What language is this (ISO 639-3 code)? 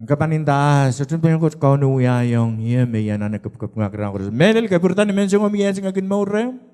pon